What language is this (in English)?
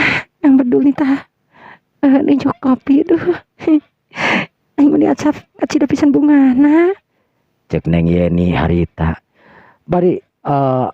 Sundanese